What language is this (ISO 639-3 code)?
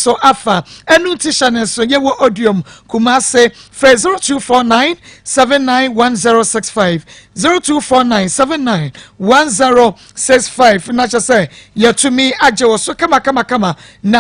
aka